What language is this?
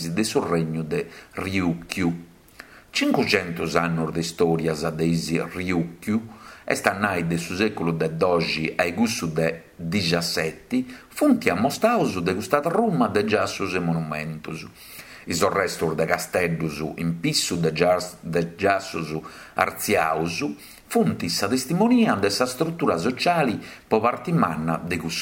Sardinian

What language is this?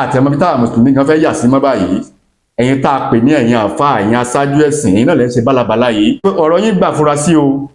Yoruba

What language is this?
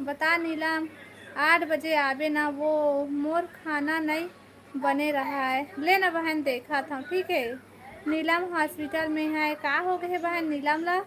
Chhattisgarhi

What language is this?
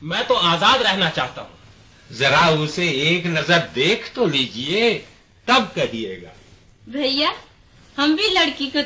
Hindi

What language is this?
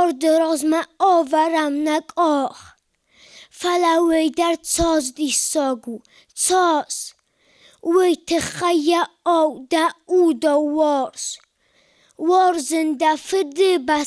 Ossetic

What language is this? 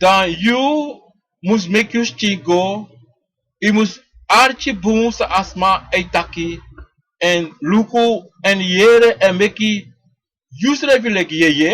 Sranan Tongo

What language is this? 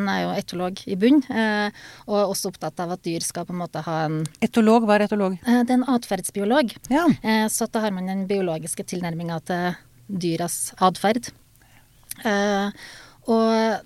Norwegian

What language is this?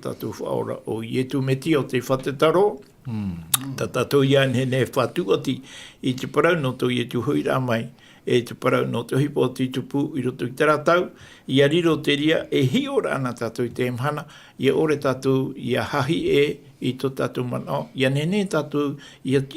Tahitian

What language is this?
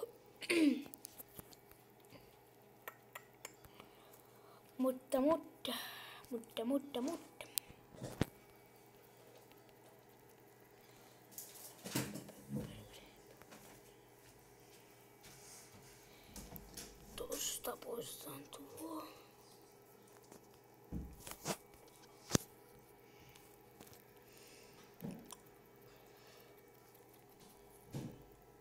Finnish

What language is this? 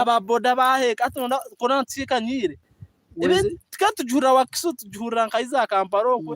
Nyankole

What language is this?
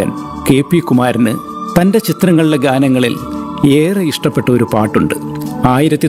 Malayalam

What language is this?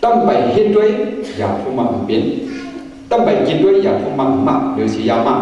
Shan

